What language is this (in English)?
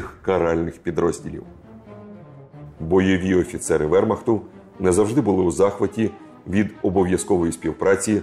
Ukrainian